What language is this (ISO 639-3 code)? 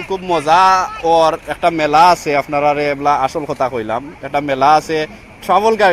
syl